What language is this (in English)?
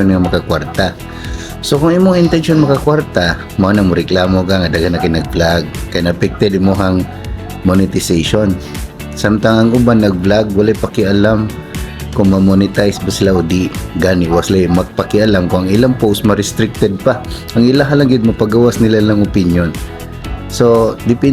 Cebuano